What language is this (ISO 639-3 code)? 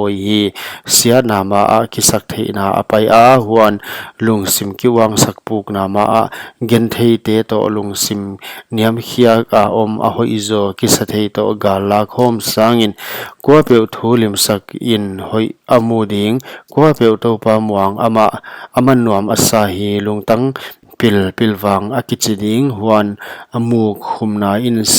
pck